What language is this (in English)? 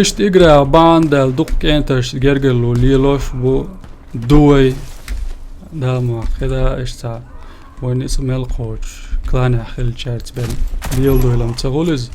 Chechen